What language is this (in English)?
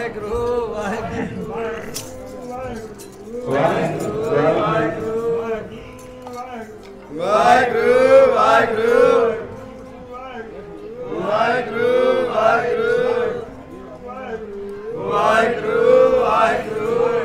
Punjabi